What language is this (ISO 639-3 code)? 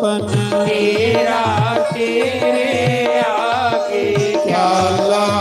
doi